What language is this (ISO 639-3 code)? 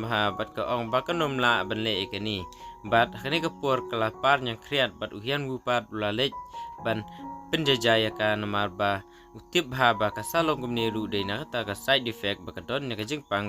kha